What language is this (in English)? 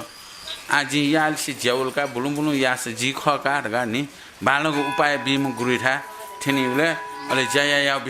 Newari